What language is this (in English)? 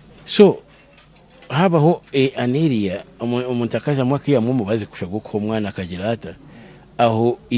Nyankole